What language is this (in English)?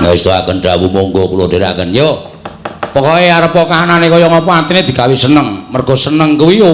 Javanese